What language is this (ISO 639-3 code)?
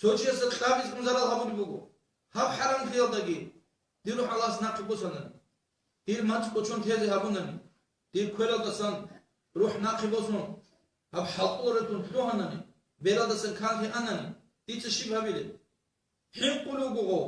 ava